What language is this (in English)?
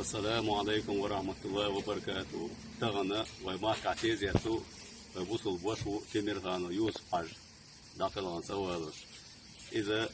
Chechen